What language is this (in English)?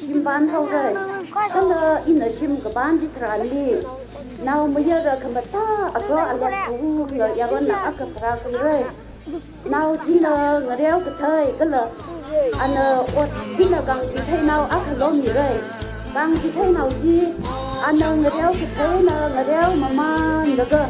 Tangkhul Naga (India)